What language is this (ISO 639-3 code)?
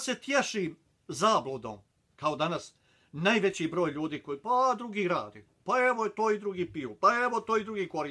bos